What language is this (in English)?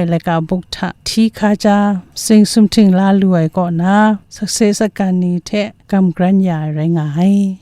Kachin